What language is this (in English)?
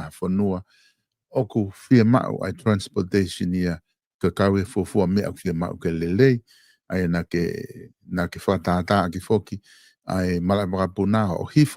Tongan